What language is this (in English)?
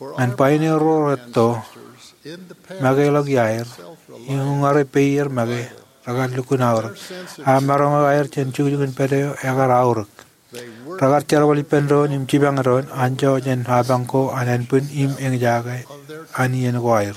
Marshallese